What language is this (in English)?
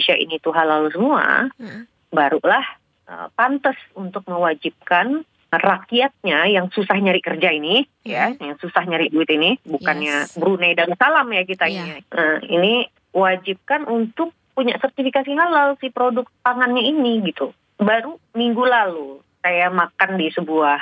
Indonesian